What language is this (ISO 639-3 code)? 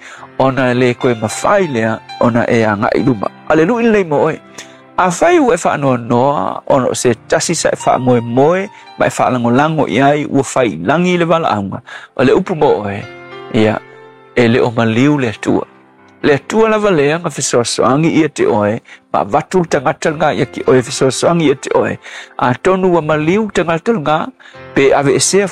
smo